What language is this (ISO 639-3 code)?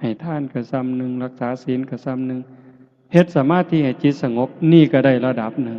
lao